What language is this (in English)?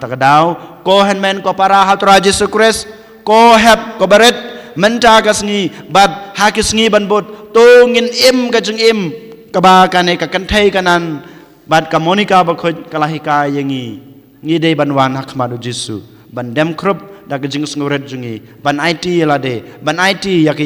Khasi